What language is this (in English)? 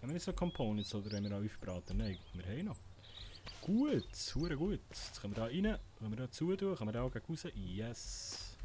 Swiss German